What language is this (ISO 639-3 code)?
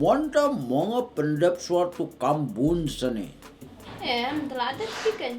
kha